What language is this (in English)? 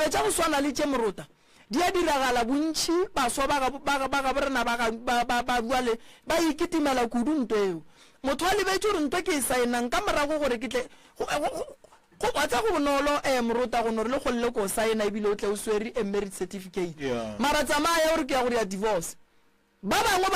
Northern Sotho